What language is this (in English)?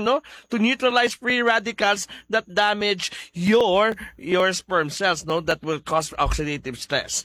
Hiligaynon